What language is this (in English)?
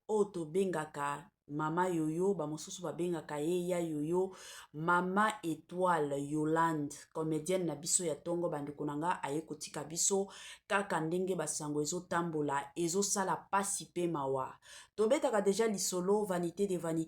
Lingala